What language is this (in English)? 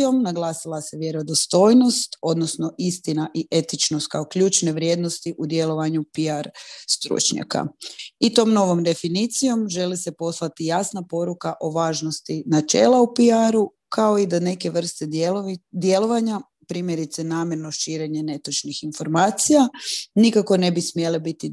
Croatian